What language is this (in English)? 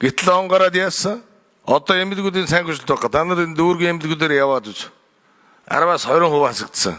Mongolian